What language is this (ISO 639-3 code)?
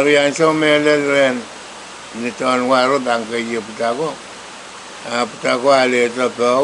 pon